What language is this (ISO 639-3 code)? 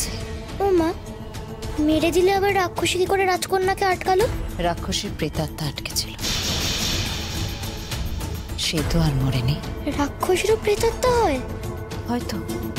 ben